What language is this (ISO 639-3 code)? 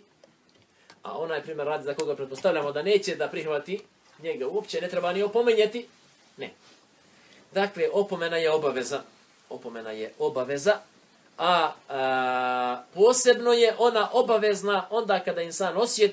bos